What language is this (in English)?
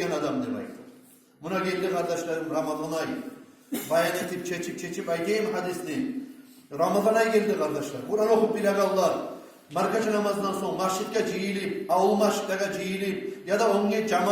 Kumyk